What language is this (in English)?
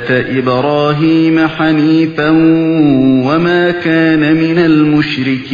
Uyghur